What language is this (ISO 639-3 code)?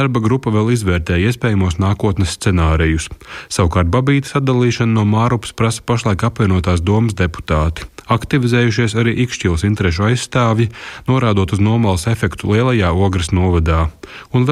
lav